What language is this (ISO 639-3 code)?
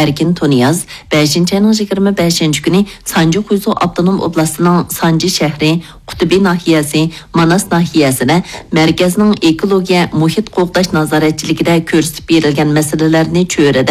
uig